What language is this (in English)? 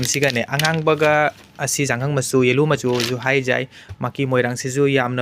Manipuri